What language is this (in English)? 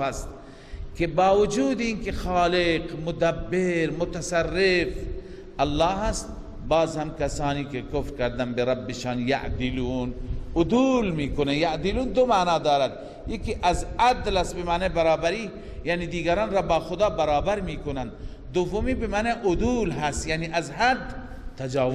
Persian